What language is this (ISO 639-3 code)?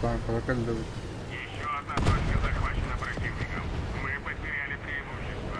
sah